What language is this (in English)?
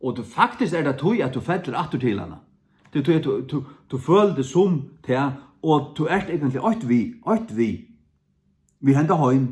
Faroese